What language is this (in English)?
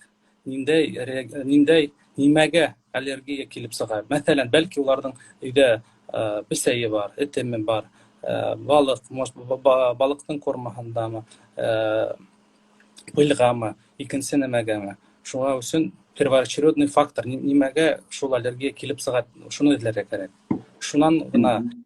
Bashkir